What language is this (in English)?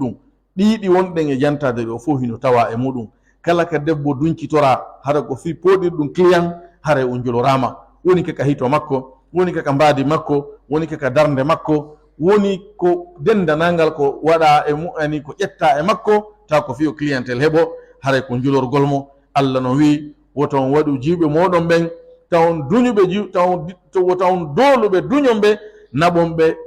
Fula